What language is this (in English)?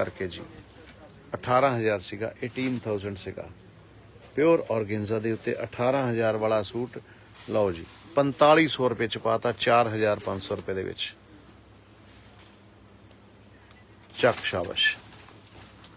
Punjabi